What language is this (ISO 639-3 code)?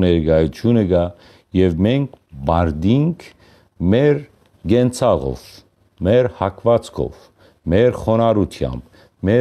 hyw